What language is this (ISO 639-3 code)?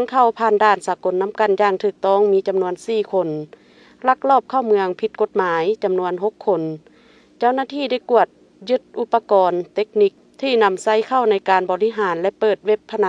lao